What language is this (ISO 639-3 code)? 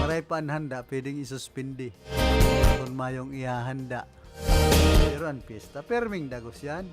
bik